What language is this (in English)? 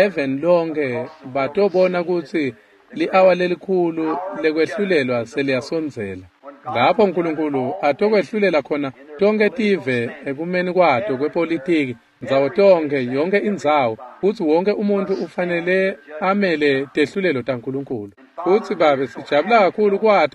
Swati